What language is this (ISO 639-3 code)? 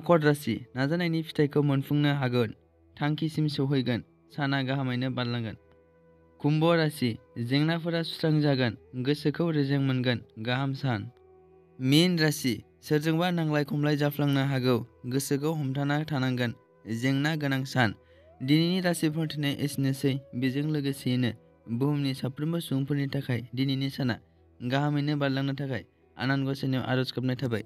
brx